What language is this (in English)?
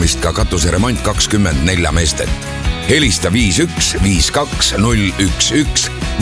Estonian